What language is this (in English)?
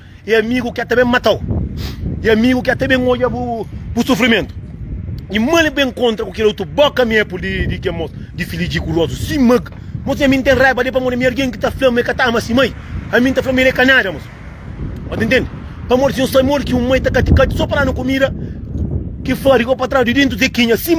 Kabuverdianu